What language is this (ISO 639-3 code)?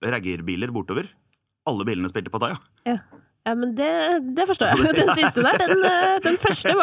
nor